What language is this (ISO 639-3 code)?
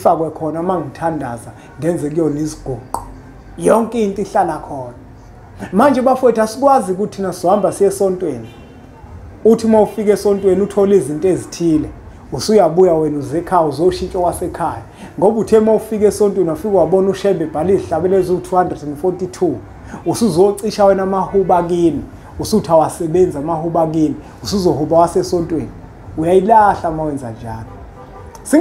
zul